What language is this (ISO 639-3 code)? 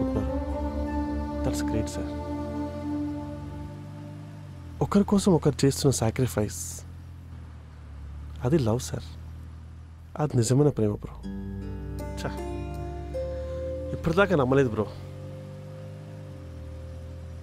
tel